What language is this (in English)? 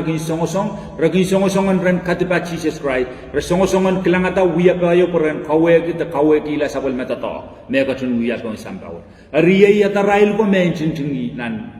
Pohnpeian